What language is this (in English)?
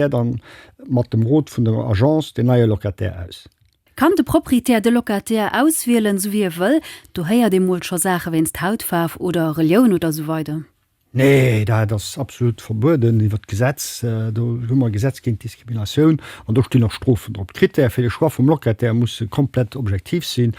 Luxembourgish